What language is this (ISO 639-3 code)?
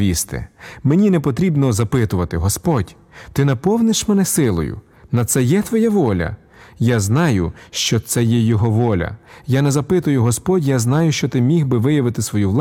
ukr